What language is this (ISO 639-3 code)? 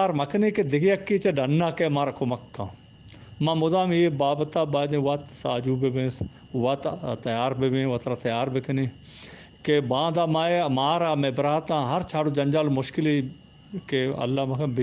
bgp